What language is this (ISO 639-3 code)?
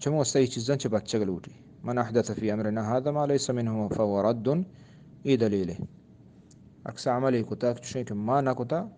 bgp